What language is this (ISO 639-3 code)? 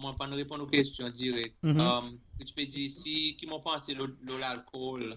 crs